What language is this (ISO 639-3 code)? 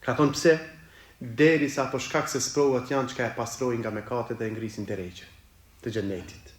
sqi